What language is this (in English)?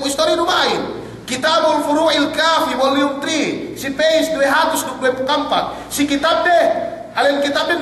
Yakan